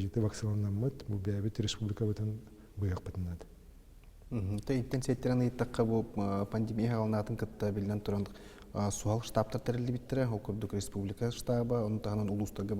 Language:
Yakut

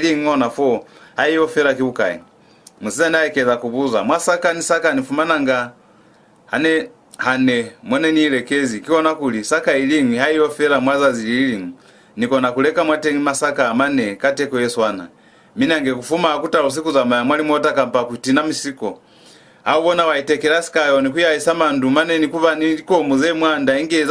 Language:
Lozi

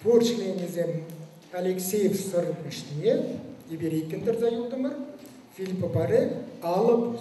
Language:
Chuvash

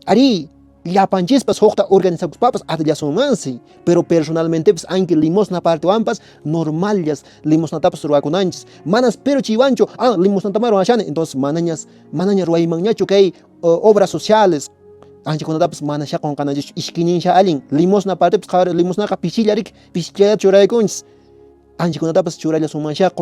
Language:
Quechua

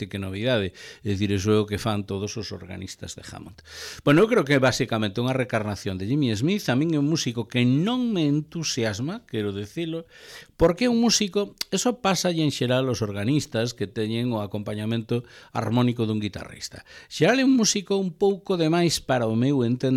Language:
Galician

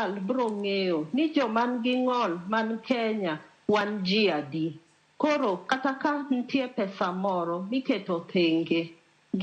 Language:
Luo (Kenya and Tanzania)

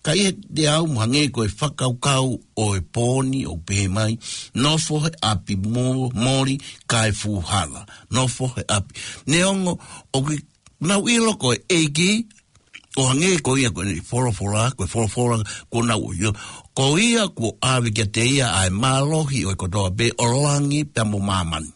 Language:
Tongan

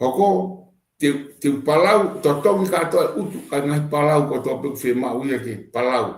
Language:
Tongan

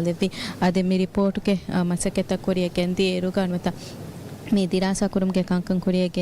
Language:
Divehi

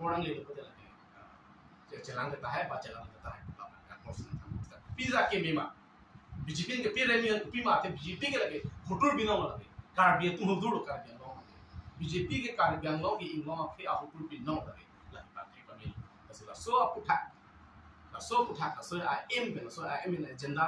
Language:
Karbi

